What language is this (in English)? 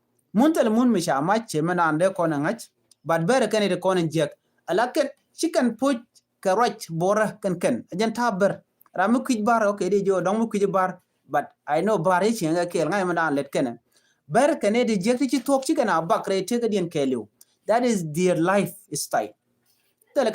Nuer